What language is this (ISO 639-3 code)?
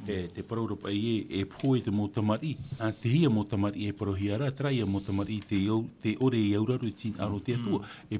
tah